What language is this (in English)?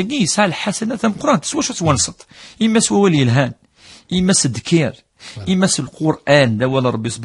Kabyle